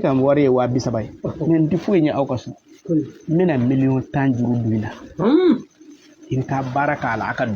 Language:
Bambara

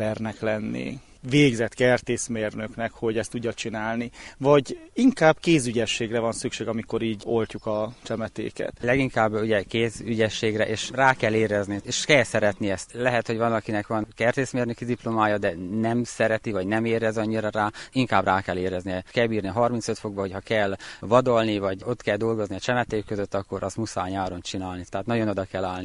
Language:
Hungarian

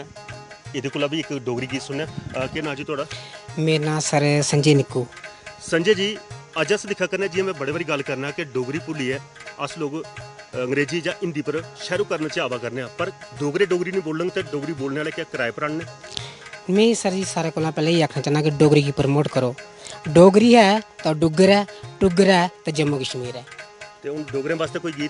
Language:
Dogri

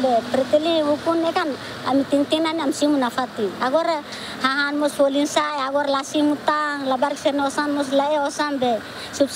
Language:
Tetum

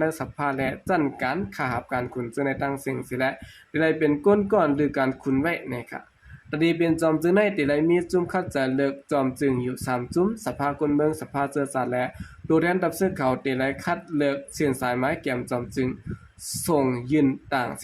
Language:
Shan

